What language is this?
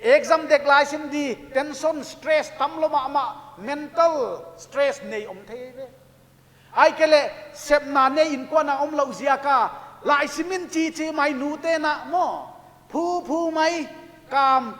Paite Chin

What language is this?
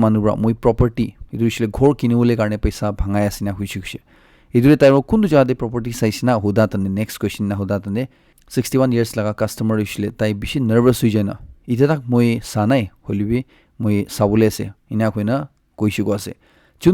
Naga Pidgin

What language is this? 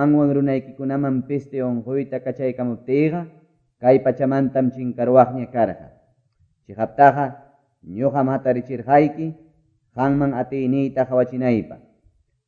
Quechua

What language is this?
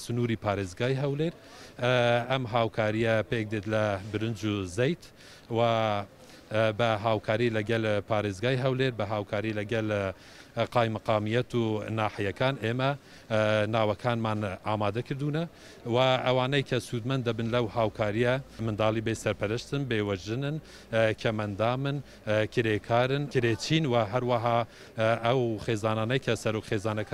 Central Kurdish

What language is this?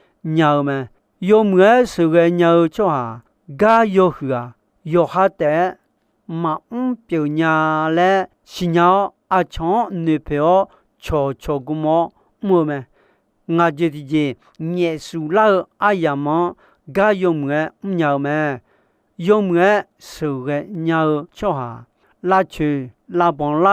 Akha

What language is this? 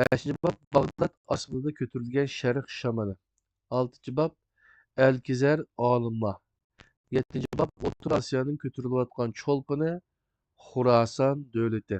Uyghur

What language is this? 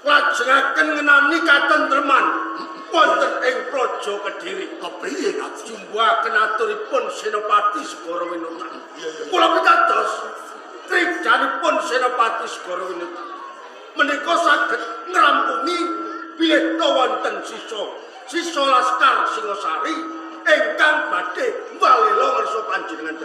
Javanese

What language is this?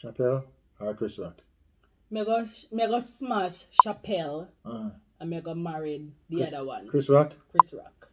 Jamaican Creole English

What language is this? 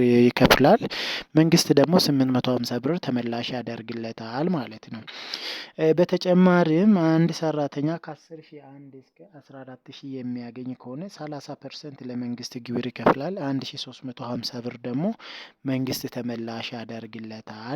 Amharic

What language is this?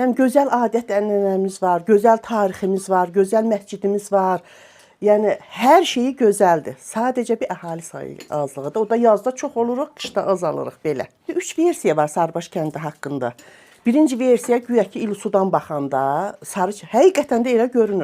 Azerbaijani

